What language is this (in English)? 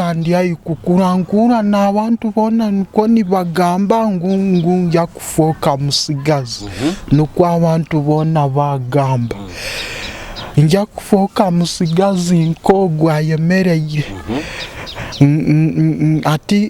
Nyoro